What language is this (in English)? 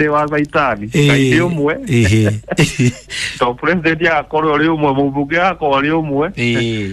Kikuyu